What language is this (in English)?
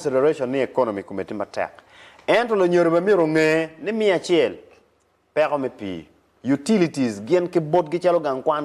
Acoli